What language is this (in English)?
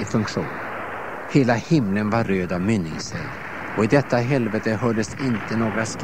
Swedish